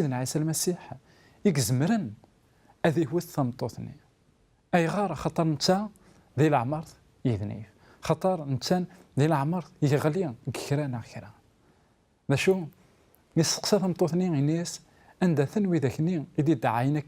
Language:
Kabyle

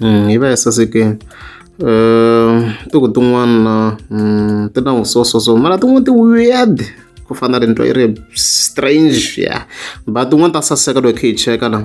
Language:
Tsonga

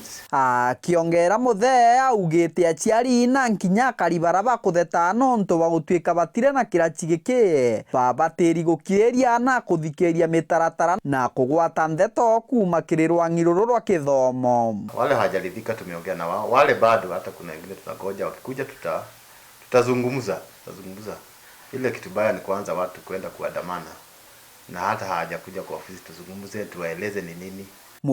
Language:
Meru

